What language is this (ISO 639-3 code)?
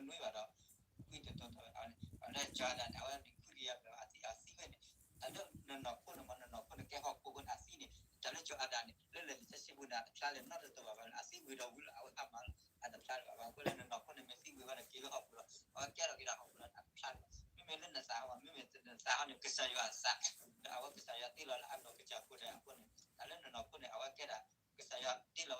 ksw